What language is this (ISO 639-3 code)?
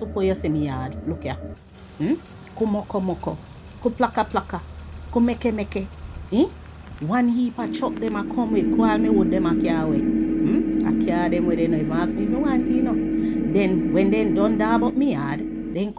jam